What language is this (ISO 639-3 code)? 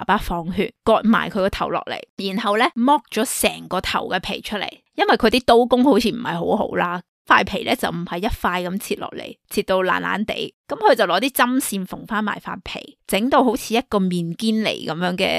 yue